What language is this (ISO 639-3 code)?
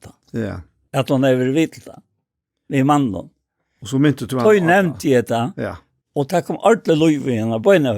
fao